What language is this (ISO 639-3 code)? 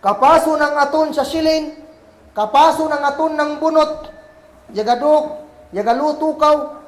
kll